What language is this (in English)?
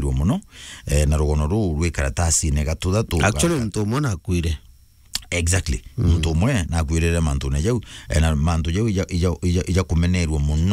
Meru